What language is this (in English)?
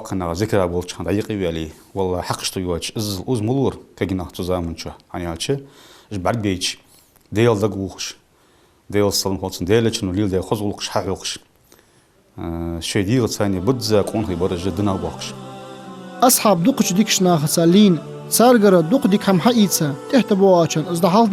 Ingush